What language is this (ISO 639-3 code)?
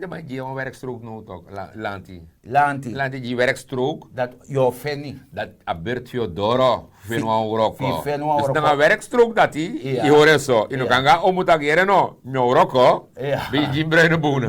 srn